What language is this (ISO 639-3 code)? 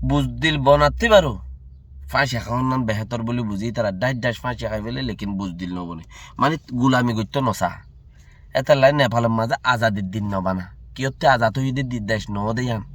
rhg